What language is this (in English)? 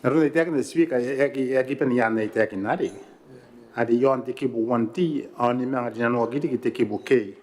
Gilbertese